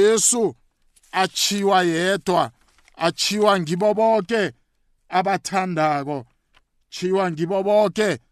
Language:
South Ndebele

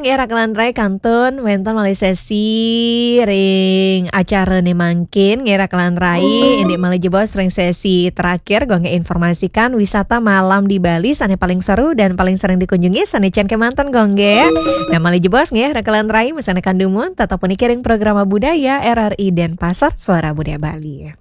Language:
Balinese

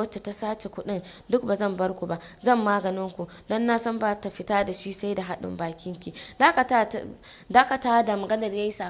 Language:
Hausa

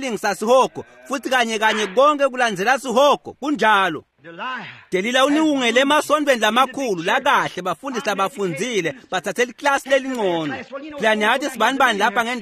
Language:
Swati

